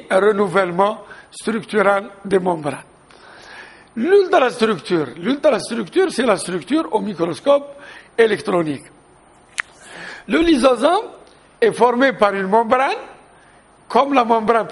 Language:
French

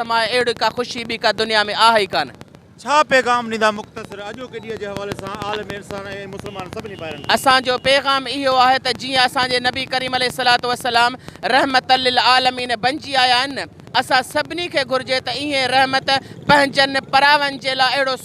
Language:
Sindhi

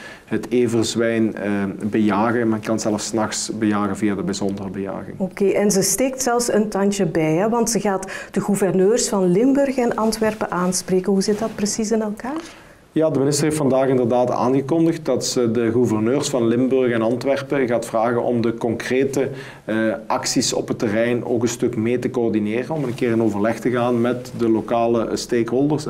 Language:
Dutch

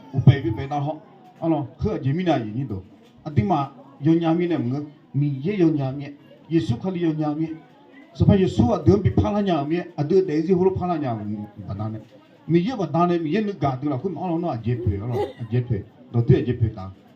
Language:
Akha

